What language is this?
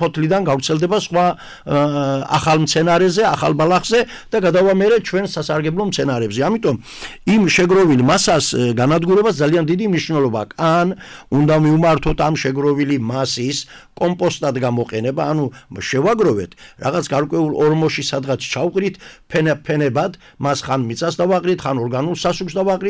Georgian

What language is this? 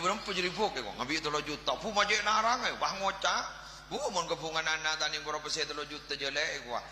Madurese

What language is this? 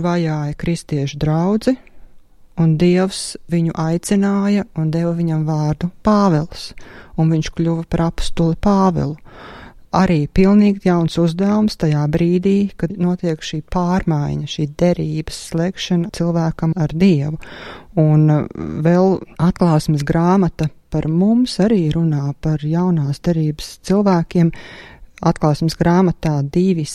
Latvian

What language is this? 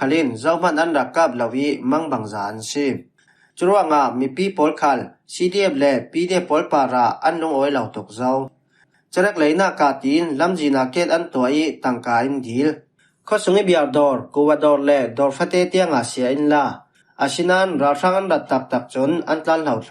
Falam Chin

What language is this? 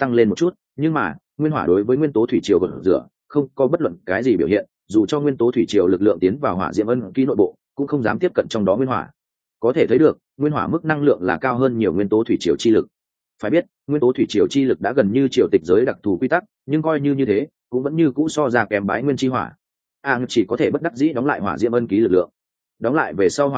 Vietnamese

